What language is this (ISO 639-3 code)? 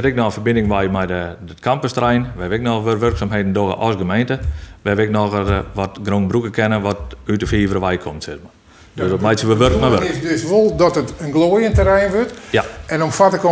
fry